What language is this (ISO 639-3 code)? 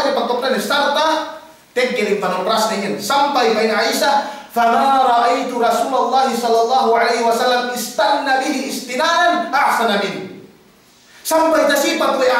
yka